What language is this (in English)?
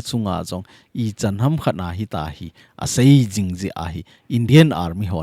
Thado Chin